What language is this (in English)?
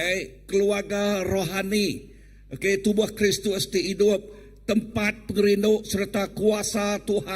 Iban